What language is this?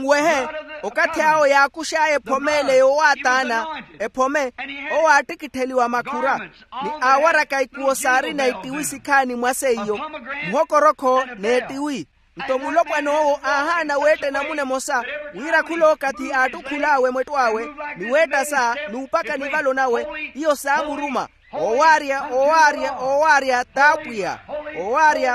Makhuwa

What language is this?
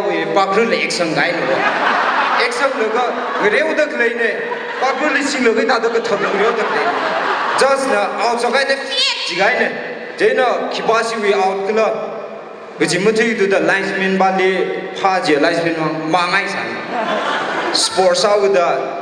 Tangkhul Naga (India)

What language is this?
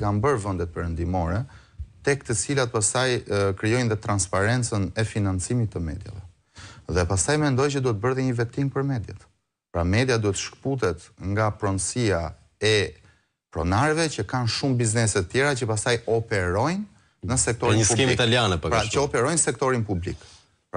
Albanian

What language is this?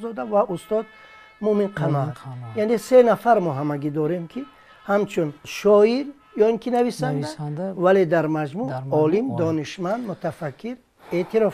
Tajik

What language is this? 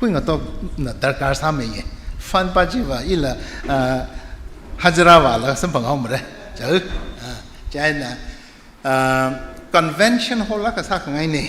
Tangkhul Naga (India)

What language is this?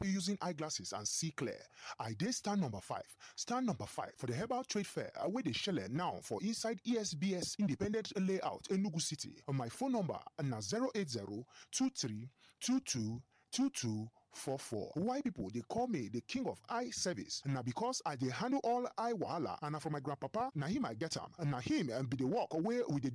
Nigerian Pidgin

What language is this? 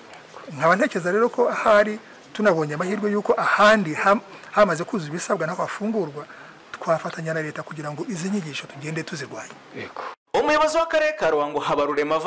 Kinyarwanda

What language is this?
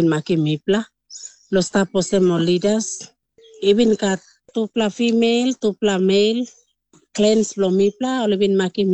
Tok Pisin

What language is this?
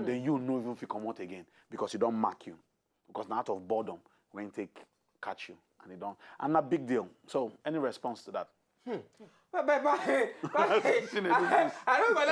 Nigerian Pidgin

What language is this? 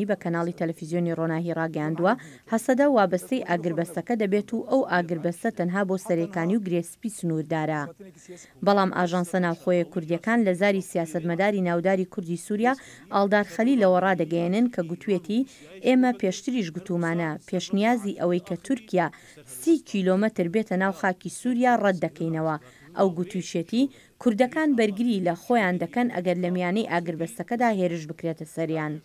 Central Kurdish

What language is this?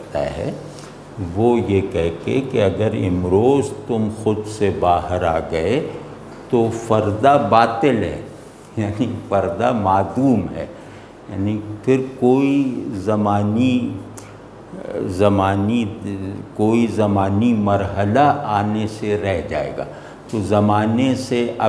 Urdu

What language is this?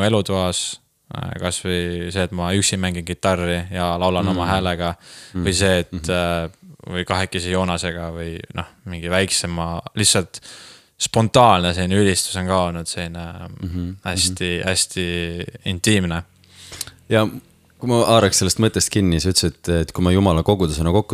Estonian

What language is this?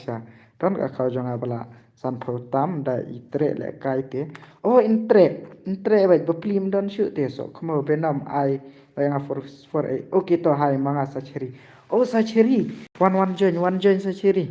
Khasi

